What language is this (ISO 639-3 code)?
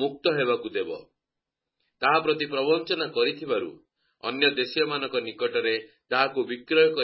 ori